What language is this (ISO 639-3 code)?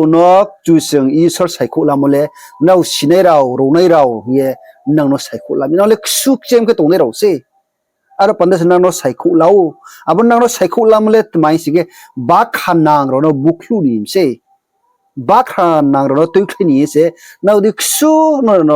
ria